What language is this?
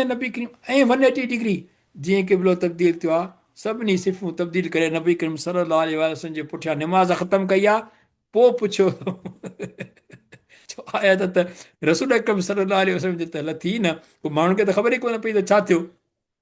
Sindhi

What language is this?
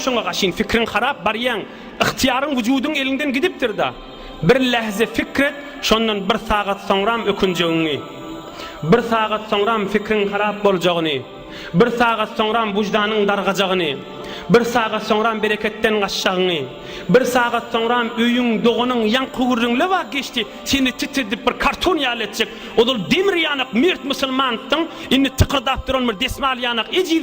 Turkmen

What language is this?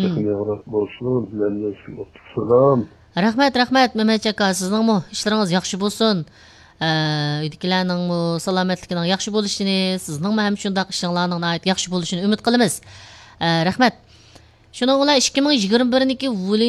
Uyghur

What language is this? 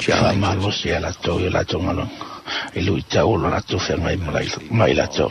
Samoan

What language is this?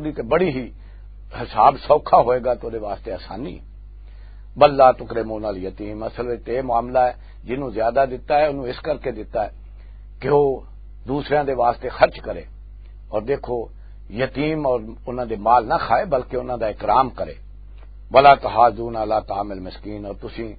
Western Panjabi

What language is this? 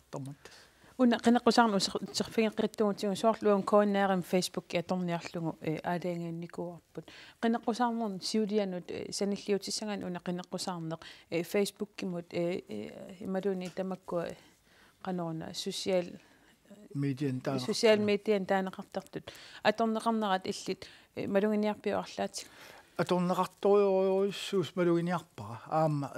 Kalaallisut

